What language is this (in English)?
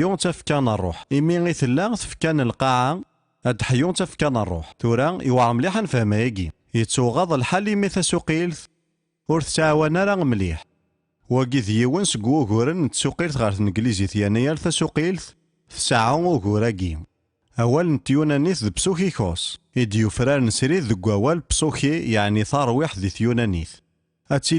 Kabyle